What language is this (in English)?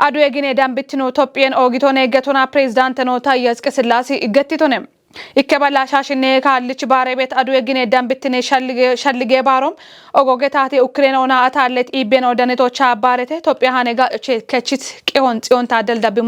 Kafa